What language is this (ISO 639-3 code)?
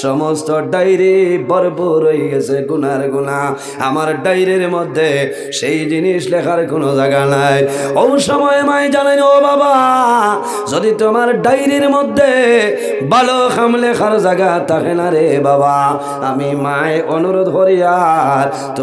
syl